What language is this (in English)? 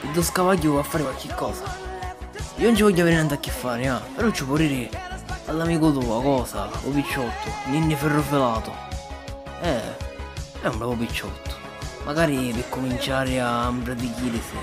Sicilian